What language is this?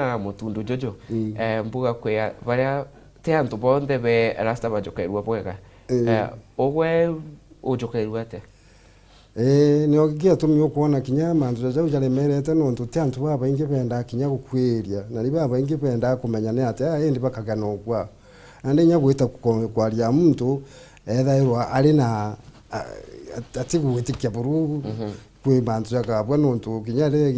Meru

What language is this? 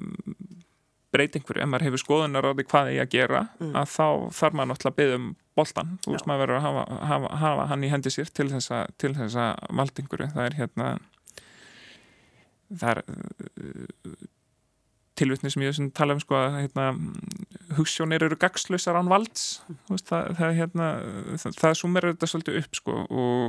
Icelandic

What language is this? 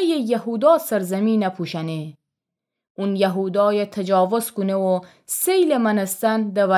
Gilaki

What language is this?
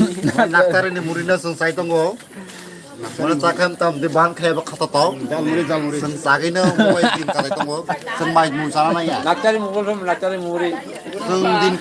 Kok Borok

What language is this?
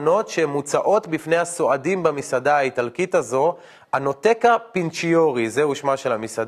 Hebrew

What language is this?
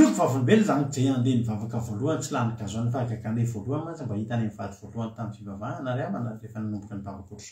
Malagasy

